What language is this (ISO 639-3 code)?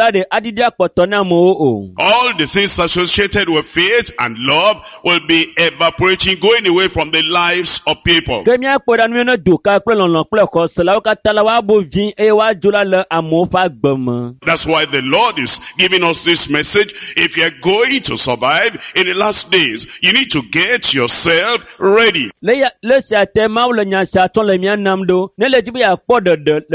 ewe